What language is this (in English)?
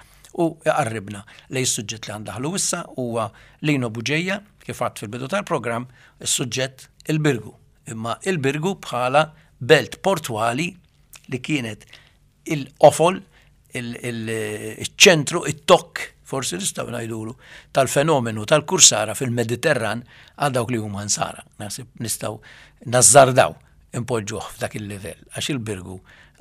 Maltese